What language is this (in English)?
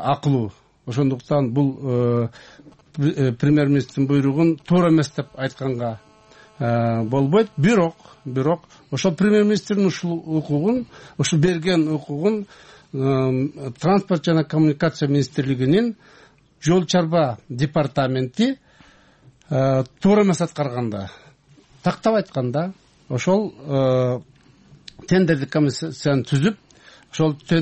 Kyrgyz